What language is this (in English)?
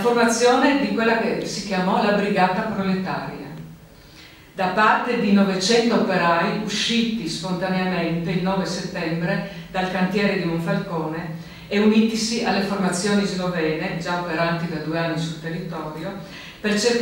Italian